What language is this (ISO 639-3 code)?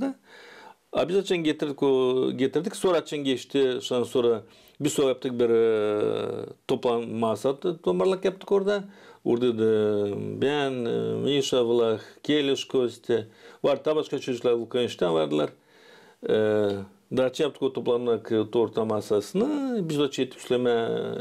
gag